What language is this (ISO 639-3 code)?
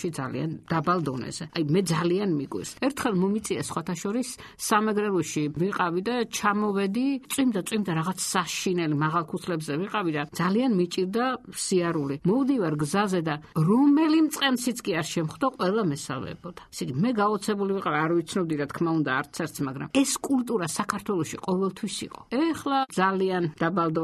kat